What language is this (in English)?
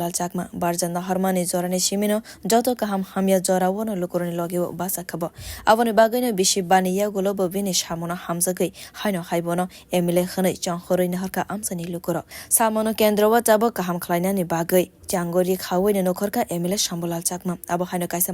Kok Borok